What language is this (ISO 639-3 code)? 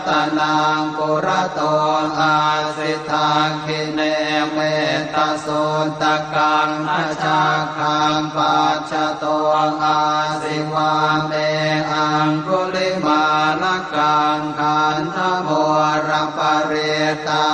pli